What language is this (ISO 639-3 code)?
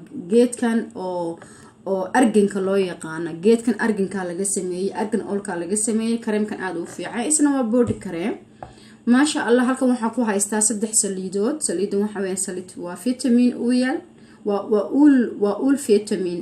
som